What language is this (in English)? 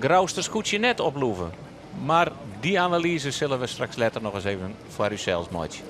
Western Frisian